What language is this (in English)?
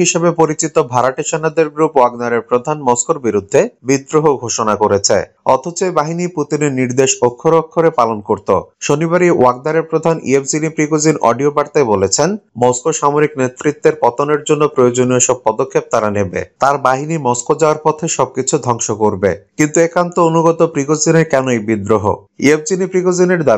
Bangla